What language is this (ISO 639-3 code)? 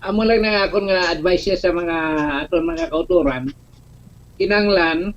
hil